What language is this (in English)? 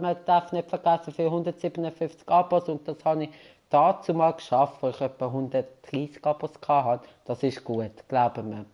Swiss German